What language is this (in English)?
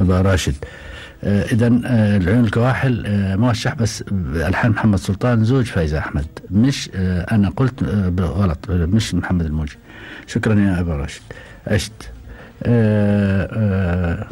Gulf Arabic